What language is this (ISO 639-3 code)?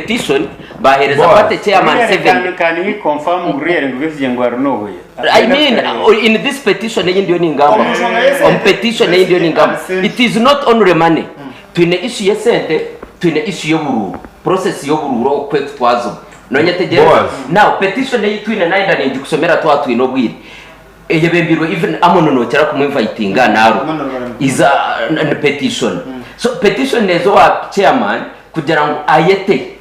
nyn